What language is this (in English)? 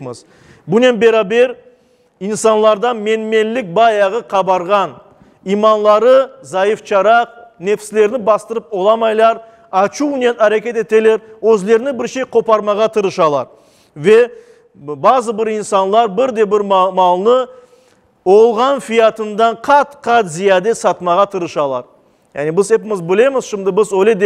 Crimean Tatar